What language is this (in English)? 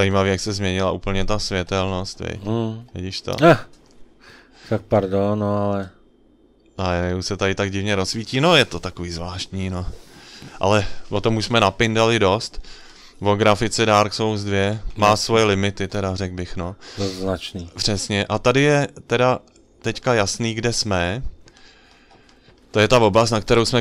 Czech